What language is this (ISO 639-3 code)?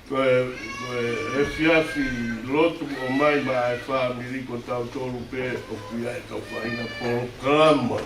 ton